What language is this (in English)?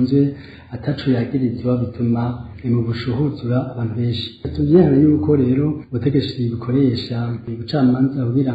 Rundi